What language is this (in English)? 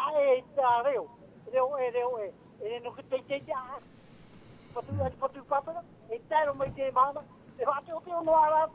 Tahitian